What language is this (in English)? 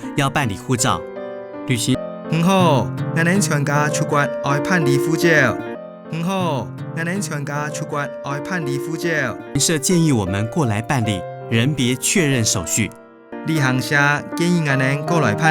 Hakka Chinese